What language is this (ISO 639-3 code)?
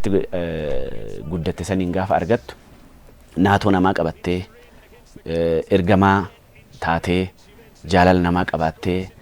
orm